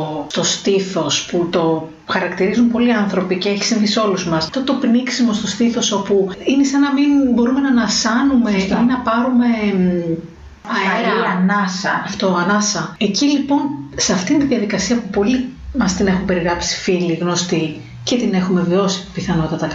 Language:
Greek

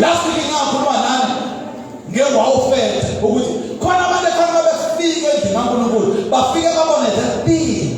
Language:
Zulu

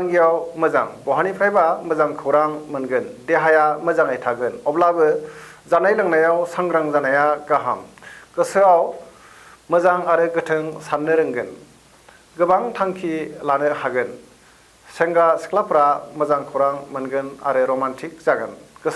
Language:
Bodo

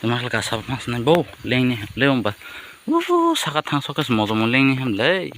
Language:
Kok Borok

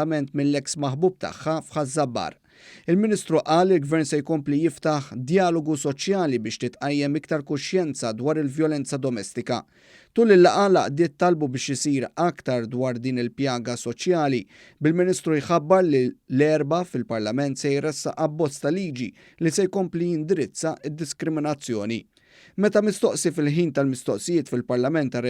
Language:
Maltese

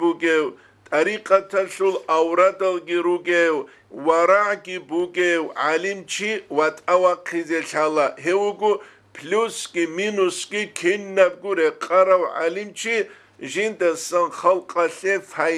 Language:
Avaric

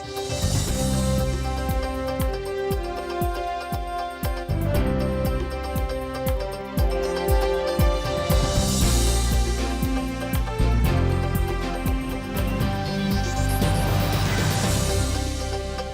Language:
Udmurt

